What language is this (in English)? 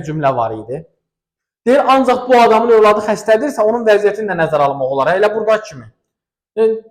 Azerbaijani